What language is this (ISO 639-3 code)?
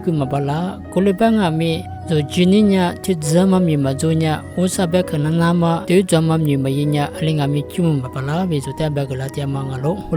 lis